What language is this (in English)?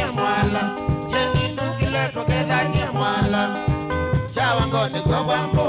Kamba